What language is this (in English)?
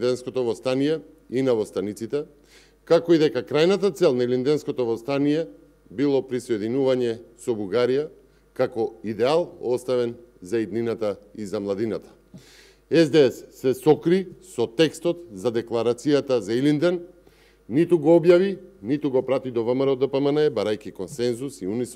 Macedonian